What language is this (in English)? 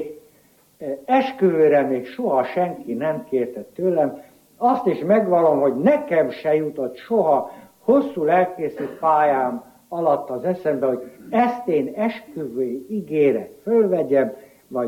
Hungarian